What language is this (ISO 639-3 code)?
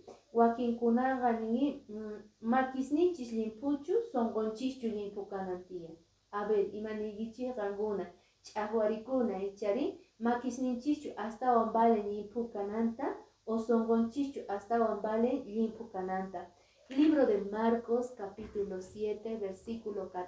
que